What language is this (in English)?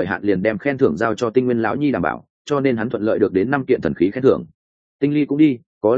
Vietnamese